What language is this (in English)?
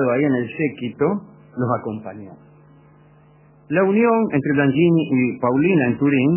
Spanish